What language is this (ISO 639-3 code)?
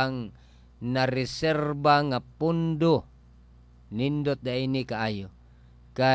ceb